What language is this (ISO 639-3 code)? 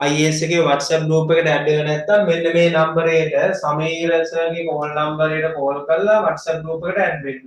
sin